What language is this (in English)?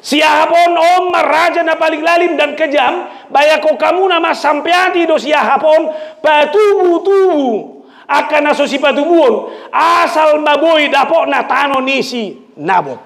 Batak Toba